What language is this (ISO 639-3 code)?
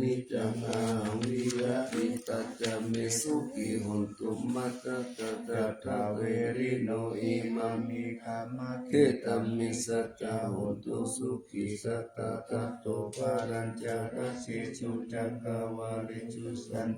pli